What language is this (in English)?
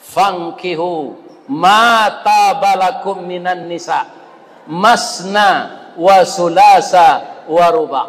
Minangkabau